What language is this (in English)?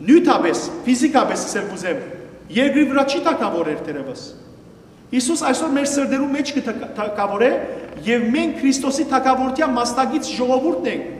Western Armenian